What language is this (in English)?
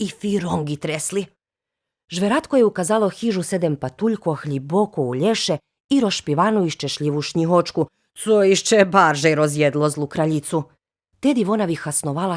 Rusyn